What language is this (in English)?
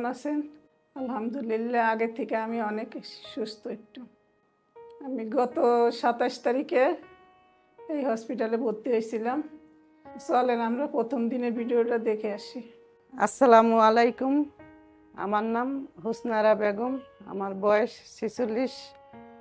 Bangla